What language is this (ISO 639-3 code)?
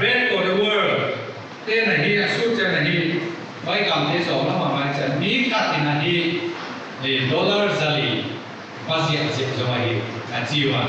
pck